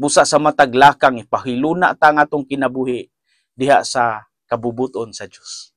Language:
Cebuano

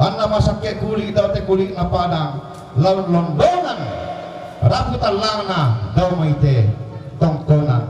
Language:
Toraja-Sa'dan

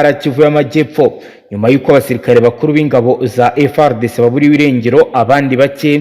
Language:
Kinyarwanda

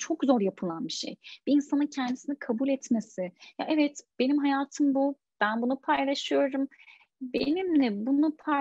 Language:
Turkish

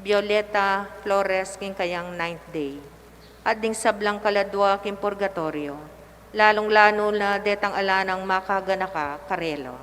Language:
Pampanga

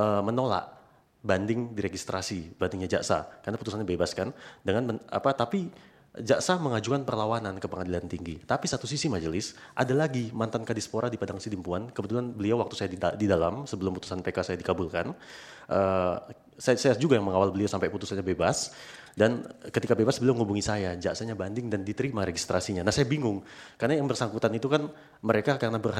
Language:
Indonesian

